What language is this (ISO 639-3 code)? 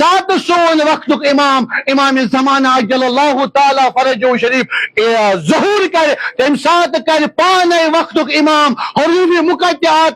kas